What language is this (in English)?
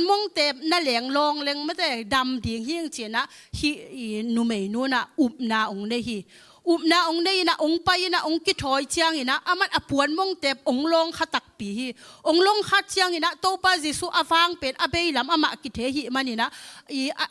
Tedim Chin